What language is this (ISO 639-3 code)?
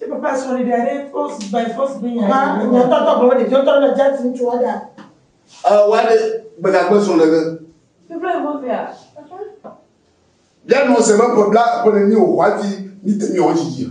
ewe